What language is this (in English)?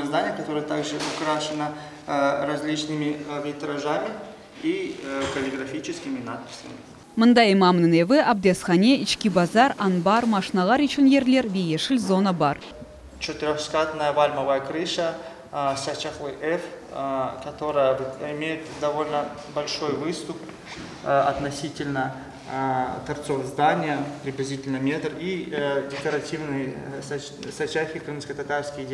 Crimean Tatar